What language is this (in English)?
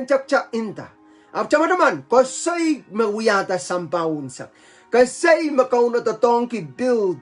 Pohnpeian